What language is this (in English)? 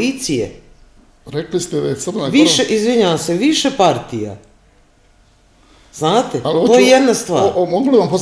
Serbian